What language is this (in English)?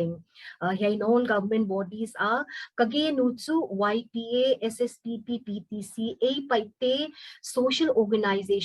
Paite Chin